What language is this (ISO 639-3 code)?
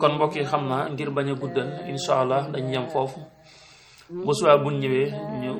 wol